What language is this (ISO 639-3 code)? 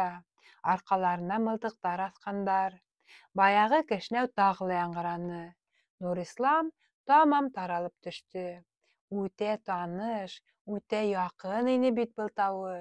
bak